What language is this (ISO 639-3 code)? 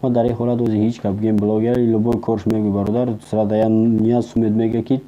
tgk